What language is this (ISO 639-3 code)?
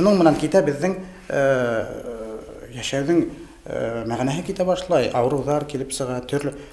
bak